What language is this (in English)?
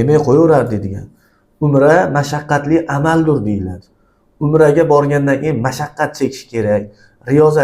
Uzbek